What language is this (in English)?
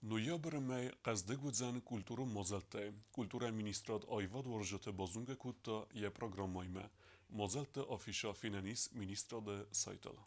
Ossetic